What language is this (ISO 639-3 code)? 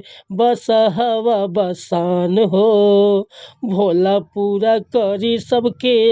bho